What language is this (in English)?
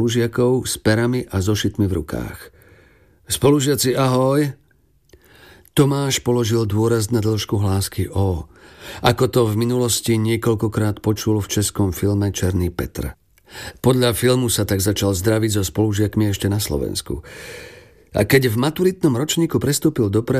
Slovak